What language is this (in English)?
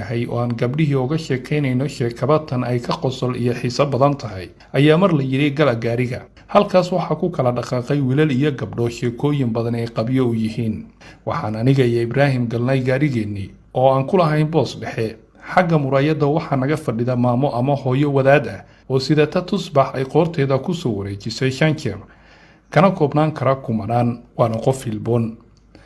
Somali